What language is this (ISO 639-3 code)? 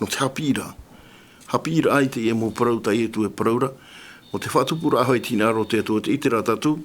tah